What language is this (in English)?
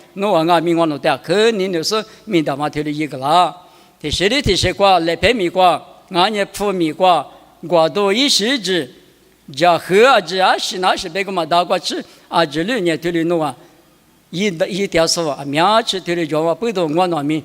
Lisu